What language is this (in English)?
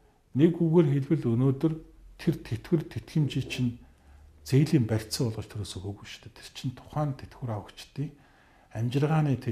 Mongolian